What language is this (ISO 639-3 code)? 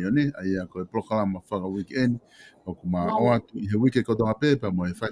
ton